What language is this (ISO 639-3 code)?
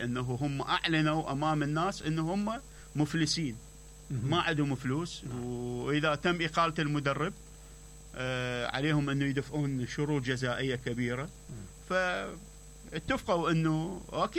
acm